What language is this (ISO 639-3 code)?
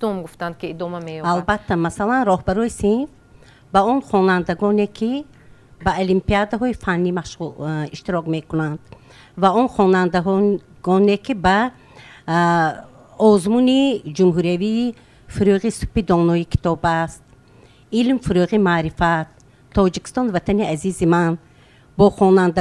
tgk